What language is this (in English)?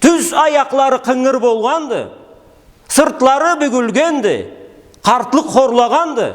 Karachay-Balkar